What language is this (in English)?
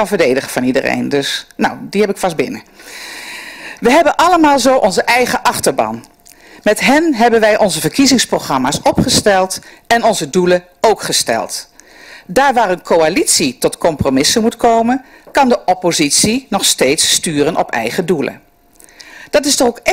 Dutch